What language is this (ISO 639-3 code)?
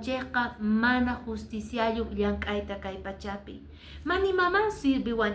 que